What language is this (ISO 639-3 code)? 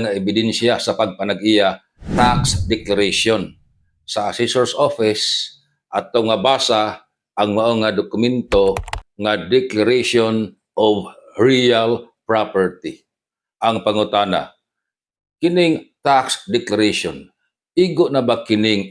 ceb